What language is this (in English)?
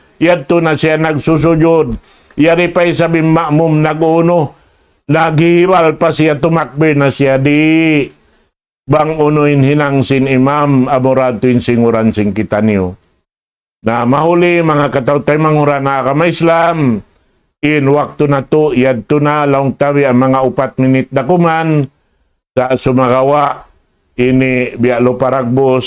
Tausug